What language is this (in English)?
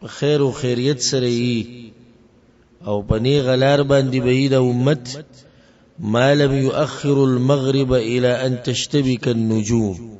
Pashto